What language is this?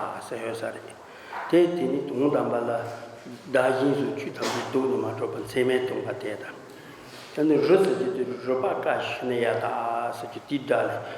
Tibetan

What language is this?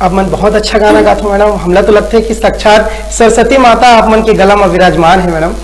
Chhattisgarhi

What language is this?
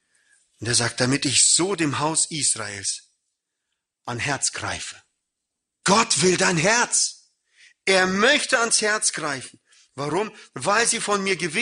German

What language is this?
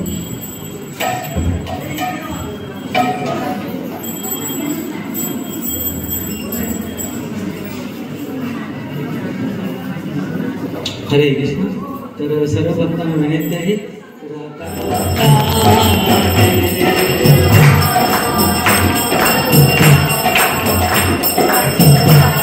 Marathi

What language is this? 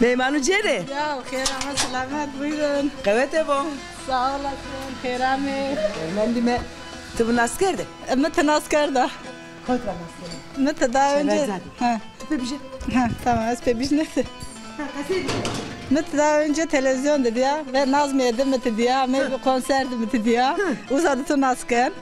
Zaza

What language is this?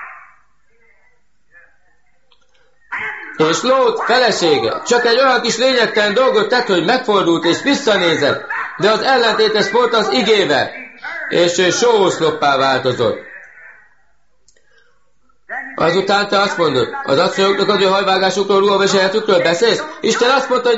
Hungarian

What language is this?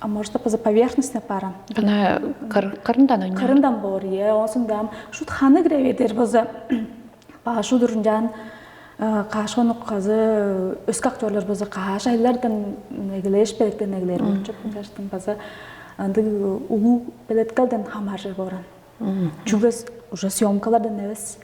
Tuvinian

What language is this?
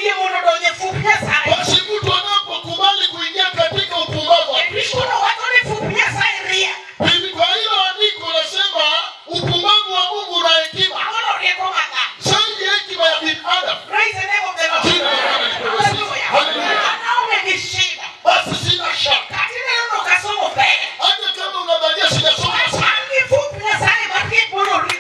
Luo (Kenya and Tanzania)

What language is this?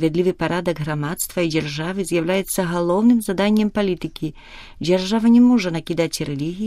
Belarusian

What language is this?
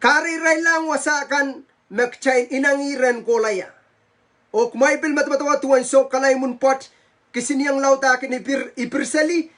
Pohnpeian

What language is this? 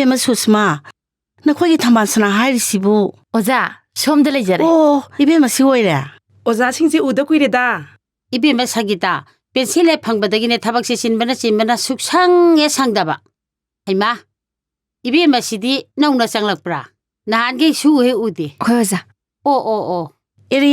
Manipuri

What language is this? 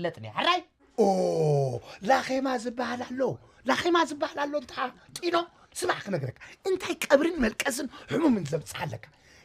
Tigrinya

